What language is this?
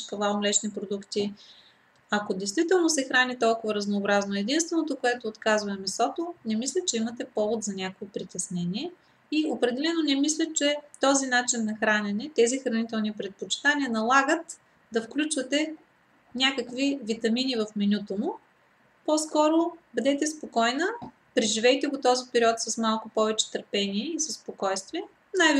Bulgarian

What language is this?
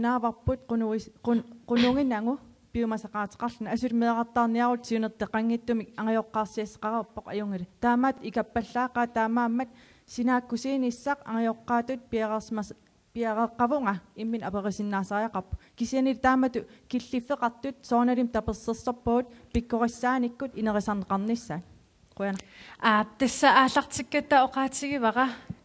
Kalaallisut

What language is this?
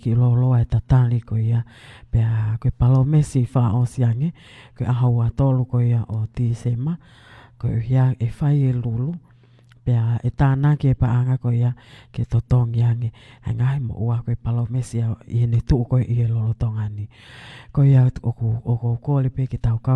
Tongan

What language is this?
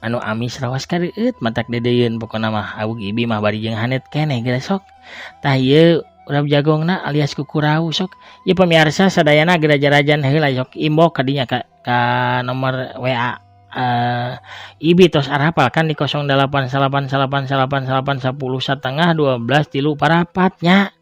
Sundanese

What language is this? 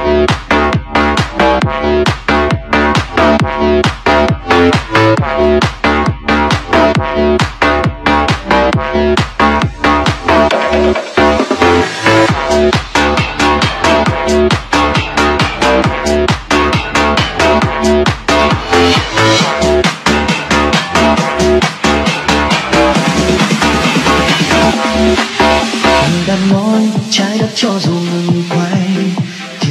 Vietnamese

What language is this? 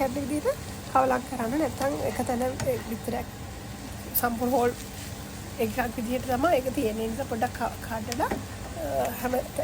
Sinhala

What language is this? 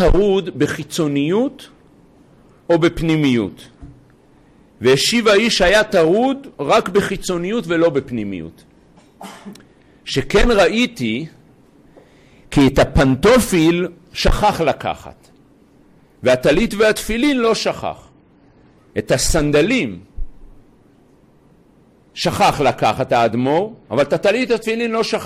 Hebrew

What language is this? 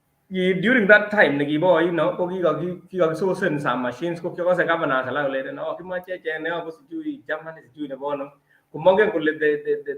Kalenjin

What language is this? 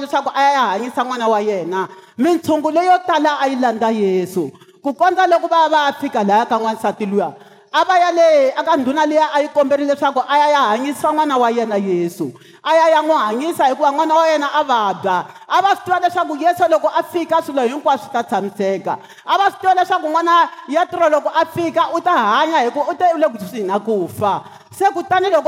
Tsonga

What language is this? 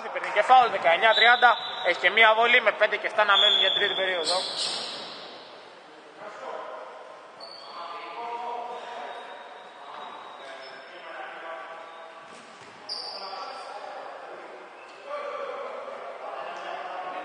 Greek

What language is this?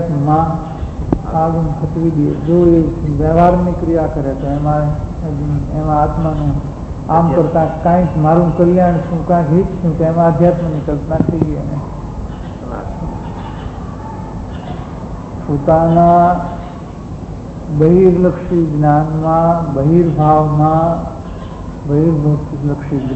Gujarati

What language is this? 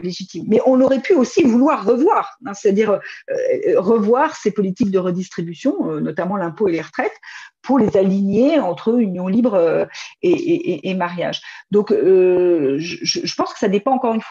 French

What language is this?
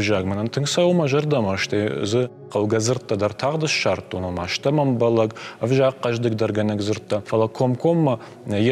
Ossetic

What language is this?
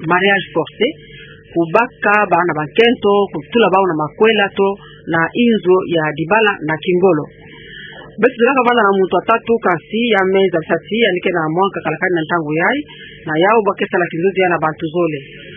Kituba (Democratic Republic of Congo)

